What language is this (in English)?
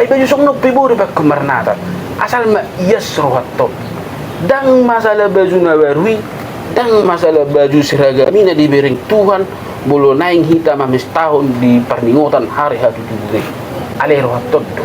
Batak Toba